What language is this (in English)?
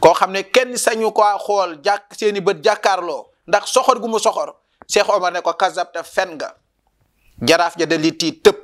Wolof